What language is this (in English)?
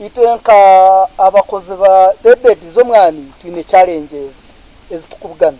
Nyankole